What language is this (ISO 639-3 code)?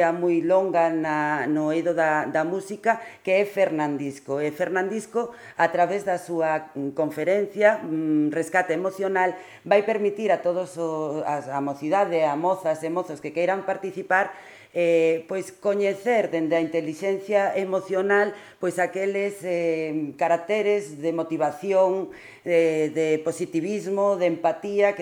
glg